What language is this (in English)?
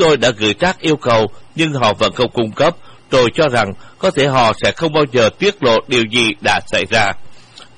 Vietnamese